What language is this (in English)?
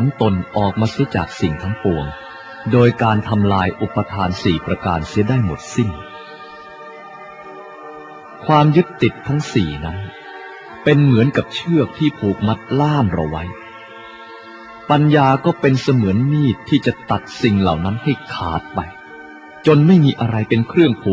Thai